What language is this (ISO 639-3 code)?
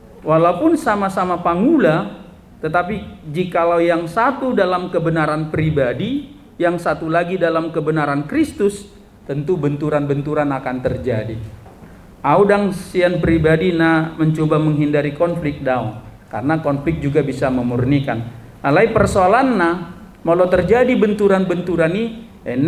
bbc